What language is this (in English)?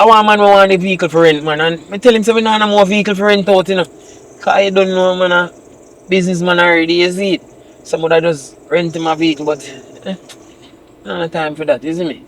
Jamaican Creole English